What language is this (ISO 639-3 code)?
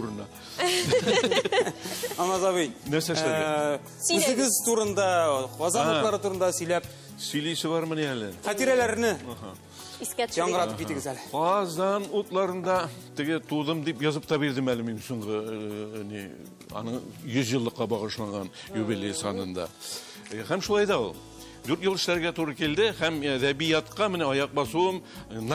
tat